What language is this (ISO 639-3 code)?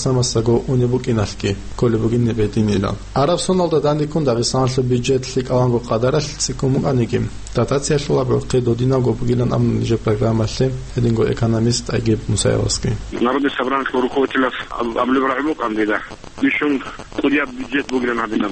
ava